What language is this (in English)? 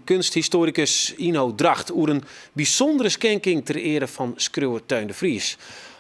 Western Frisian